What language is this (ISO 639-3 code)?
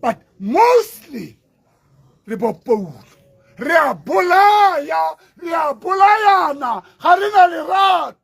tsn